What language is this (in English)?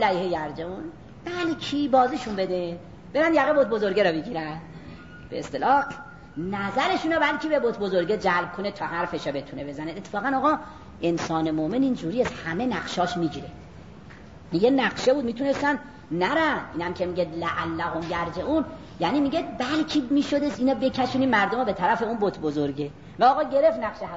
Persian